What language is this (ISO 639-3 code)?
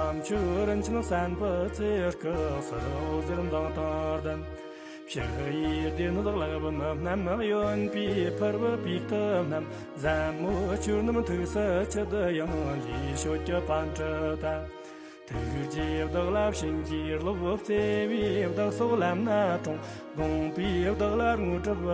bod